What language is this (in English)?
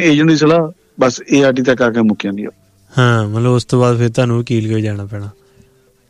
Punjabi